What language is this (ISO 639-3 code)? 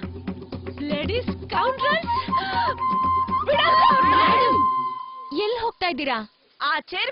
kan